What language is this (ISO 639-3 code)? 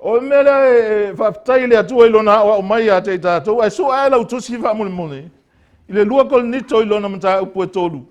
smo